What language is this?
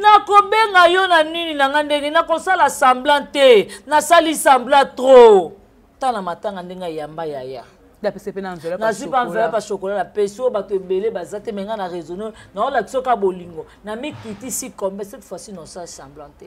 Lingala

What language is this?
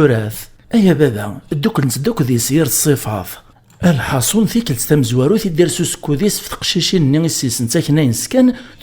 Kabyle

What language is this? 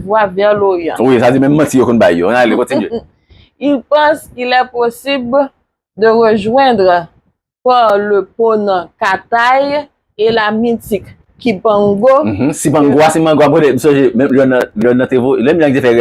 Haitian Creole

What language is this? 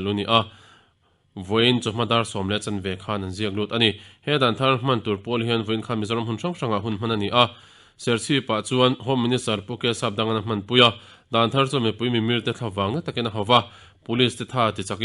Mizo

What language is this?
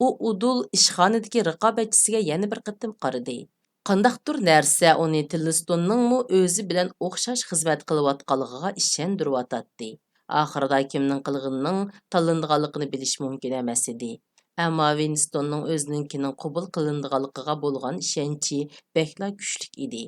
Uyghur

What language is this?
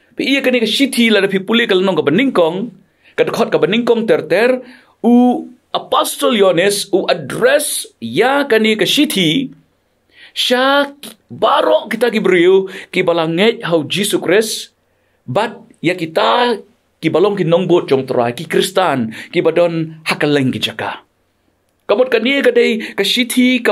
Khasi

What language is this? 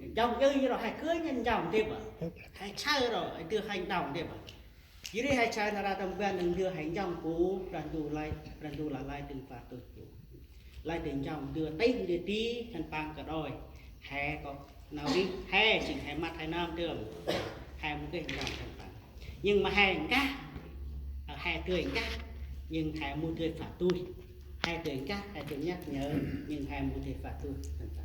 Central Mnong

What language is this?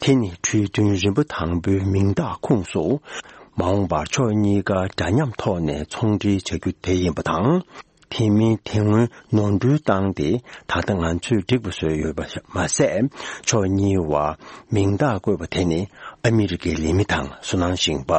Tibetan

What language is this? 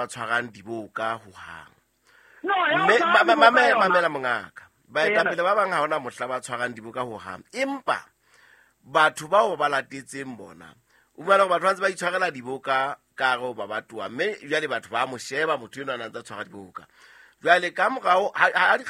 Southern Sotho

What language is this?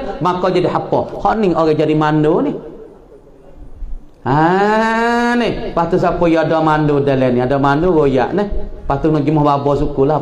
Malay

